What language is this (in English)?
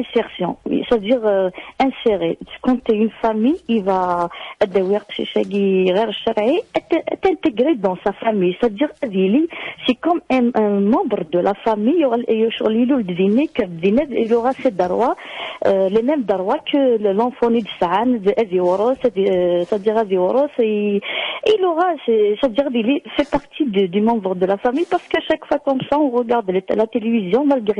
Kabyle